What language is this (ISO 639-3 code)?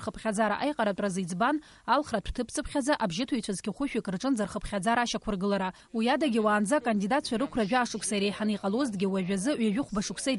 abk